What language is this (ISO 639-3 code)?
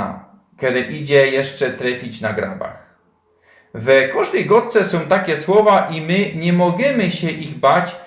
szl